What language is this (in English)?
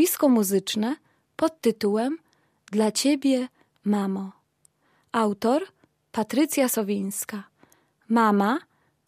Polish